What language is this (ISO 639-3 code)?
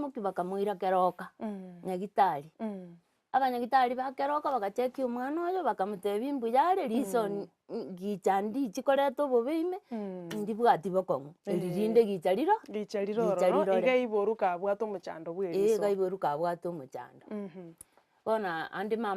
guz